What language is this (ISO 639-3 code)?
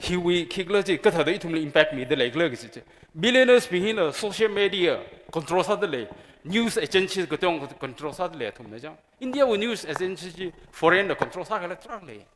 nmf